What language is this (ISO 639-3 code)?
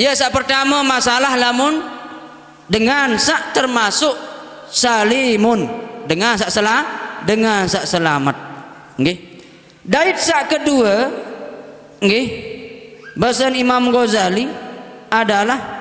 sas